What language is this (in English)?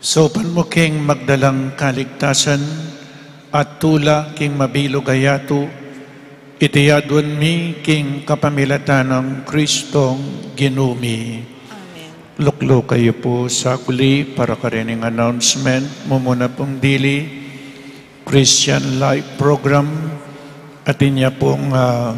Pampanga